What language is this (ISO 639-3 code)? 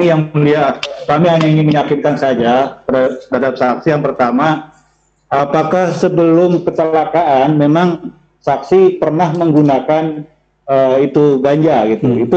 ind